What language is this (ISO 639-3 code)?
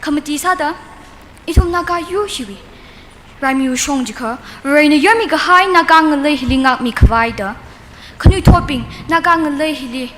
nmf